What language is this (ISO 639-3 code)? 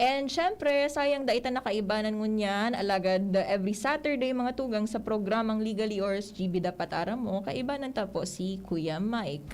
bik